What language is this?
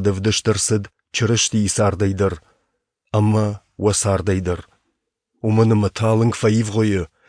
Ossetic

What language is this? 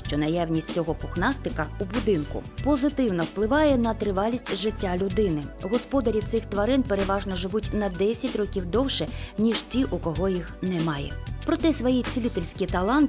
Ukrainian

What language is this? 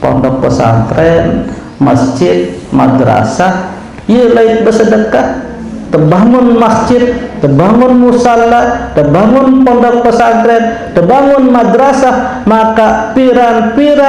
Sasak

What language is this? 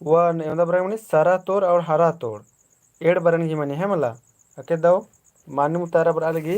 Kurukh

